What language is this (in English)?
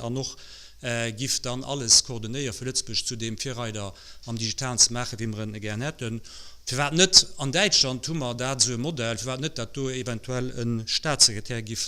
Luxembourgish